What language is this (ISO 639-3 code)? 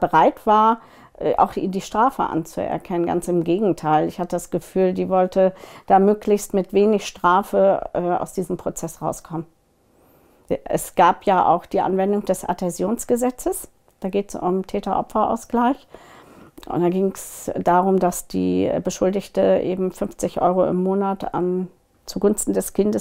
deu